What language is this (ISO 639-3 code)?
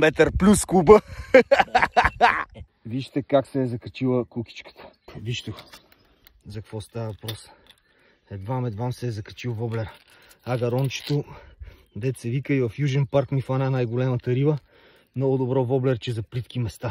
bul